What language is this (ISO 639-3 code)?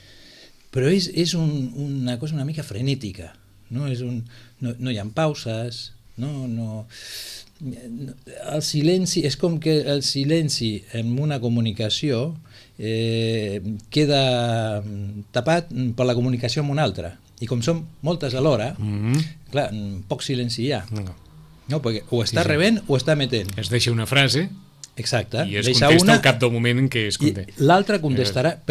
cat